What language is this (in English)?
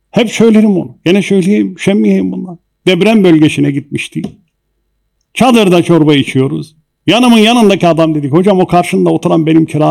Turkish